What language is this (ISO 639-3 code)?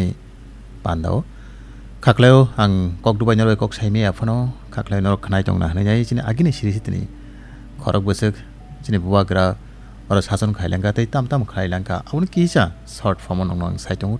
trp